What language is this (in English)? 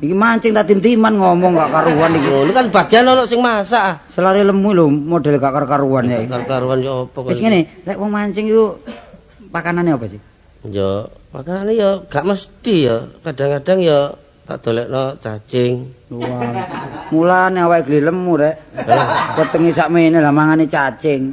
Javanese